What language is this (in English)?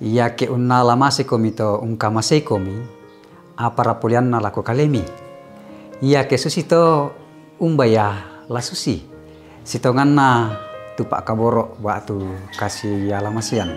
Toraja-Sa'dan